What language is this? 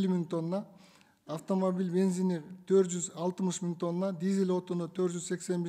Kyrgyz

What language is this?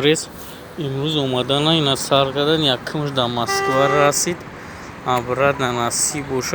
Tajik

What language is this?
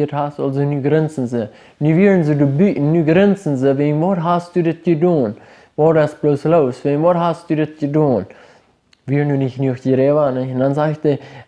Plautdietsch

